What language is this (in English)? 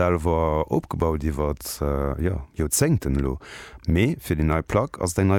Luxembourgish